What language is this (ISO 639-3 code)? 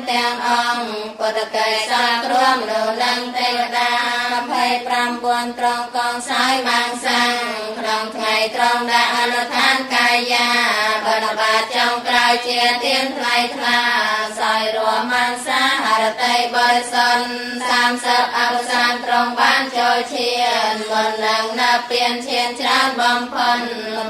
khm